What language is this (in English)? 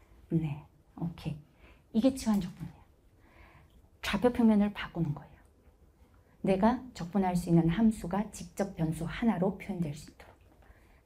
Korean